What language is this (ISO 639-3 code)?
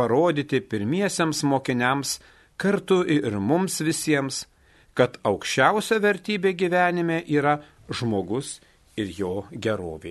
lit